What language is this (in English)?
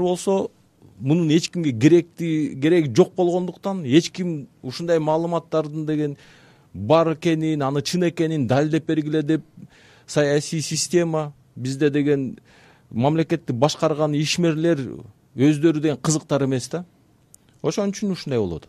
Kyrgyz